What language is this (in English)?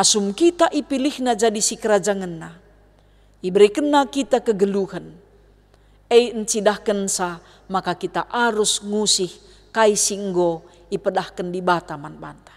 Batak Karo